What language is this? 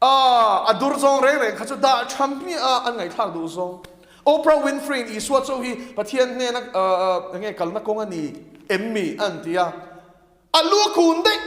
Mizo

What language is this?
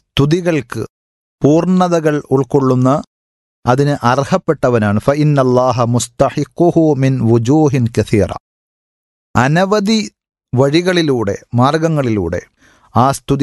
Malayalam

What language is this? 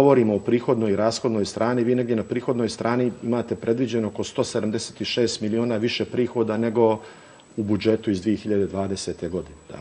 Serbian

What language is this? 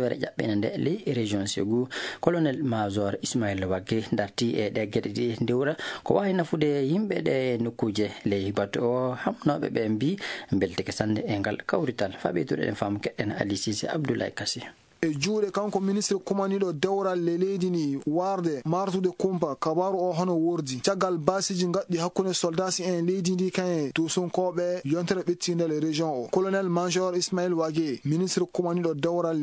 Fula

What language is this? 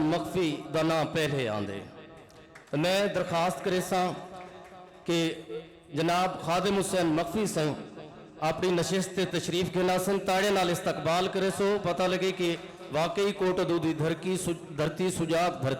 Saraiki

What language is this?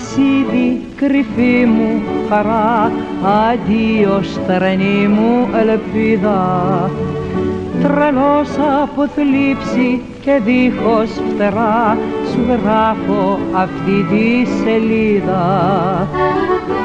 Greek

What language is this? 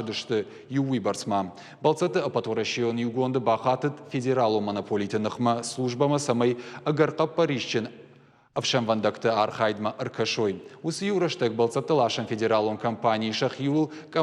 Ossetic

